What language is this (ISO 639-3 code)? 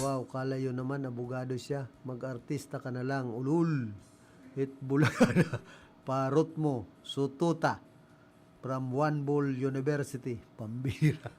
bik